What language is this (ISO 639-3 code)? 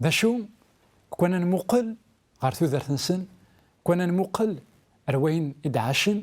kab